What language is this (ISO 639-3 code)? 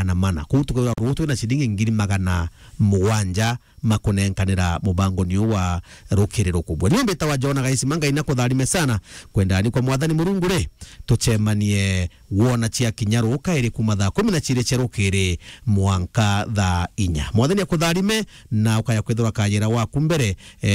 mer